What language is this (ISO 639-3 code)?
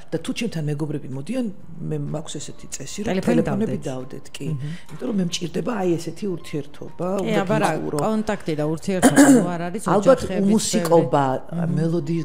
kat